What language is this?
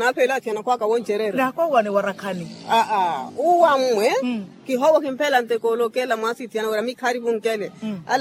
Makhuwa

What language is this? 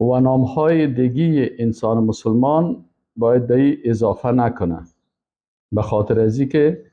Persian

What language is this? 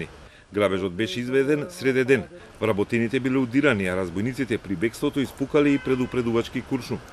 Macedonian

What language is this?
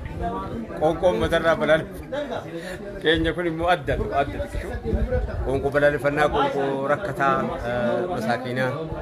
Oromo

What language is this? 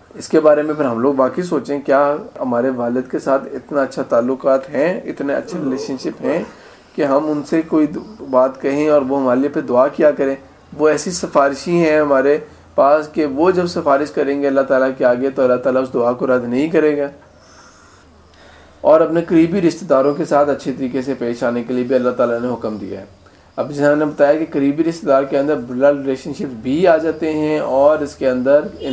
Urdu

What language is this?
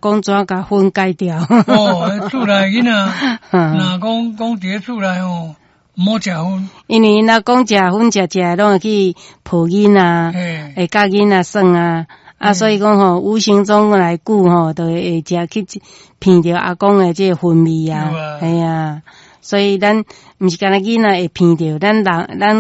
Min Nan Chinese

